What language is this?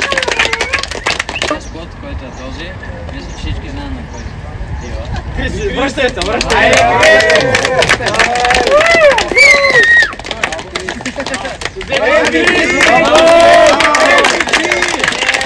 Bulgarian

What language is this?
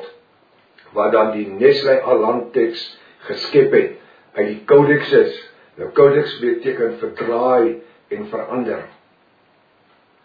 Afrikaans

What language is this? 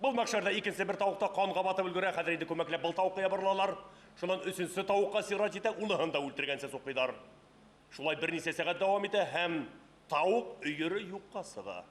Bashkir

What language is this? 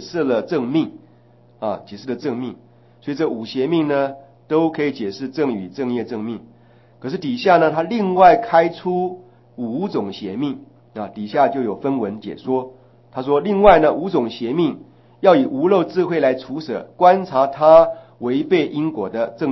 Chinese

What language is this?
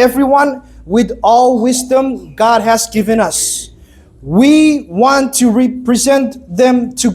Chuukese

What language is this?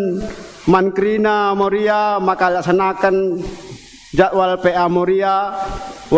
Batak Karo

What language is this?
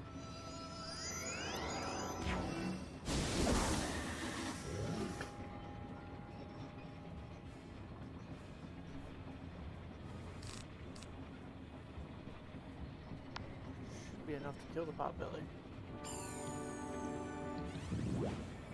English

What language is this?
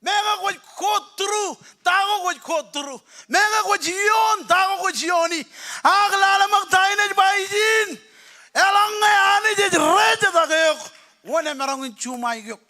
Marshallese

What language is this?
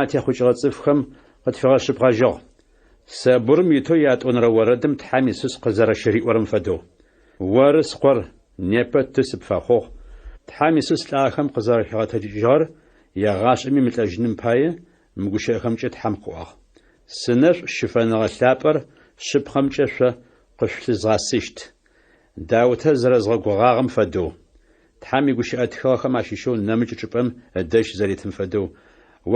Adyghe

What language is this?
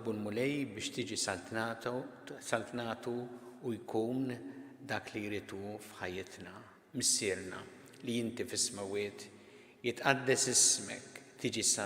Maltese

